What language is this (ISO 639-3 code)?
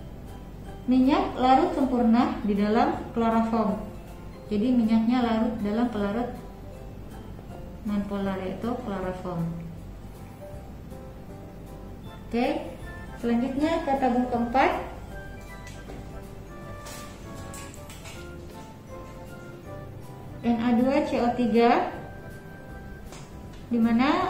ind